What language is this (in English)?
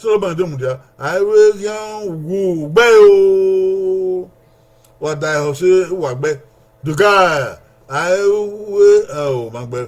Bini